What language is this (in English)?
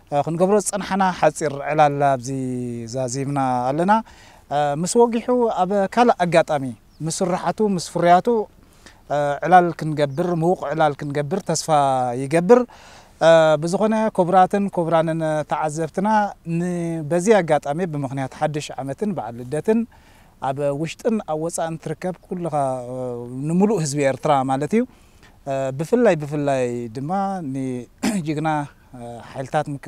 Tigrinya